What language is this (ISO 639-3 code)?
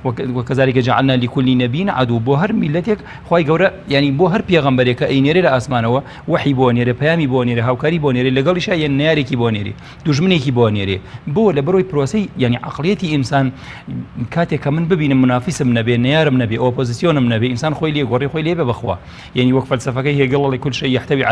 ckb